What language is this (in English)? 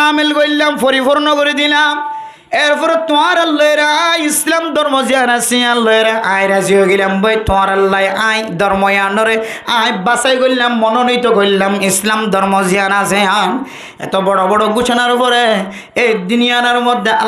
Rohingya